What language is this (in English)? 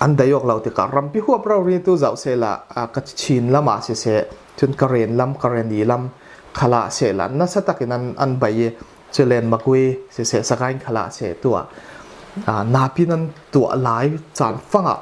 Falam Chin